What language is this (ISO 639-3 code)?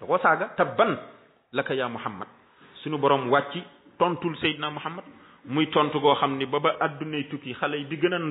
wol